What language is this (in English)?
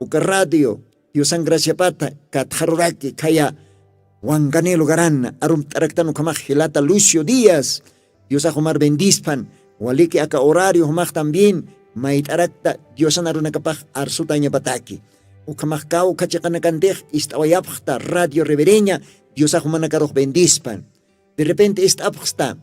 Aymara